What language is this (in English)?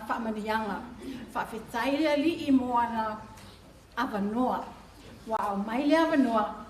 Samoan